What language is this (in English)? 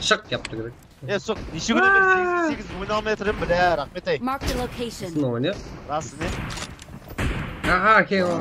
Kara-Kalpak